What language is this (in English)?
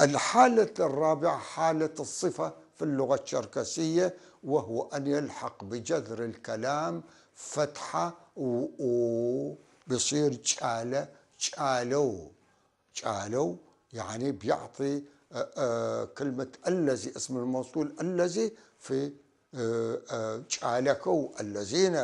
North Levantine Arabic